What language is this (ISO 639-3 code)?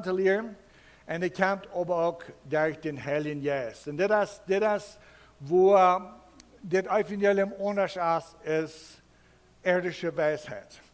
pdt